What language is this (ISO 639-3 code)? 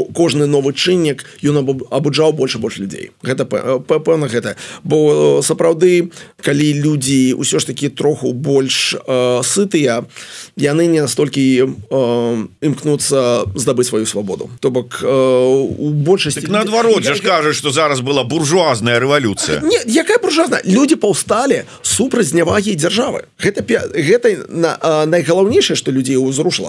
bel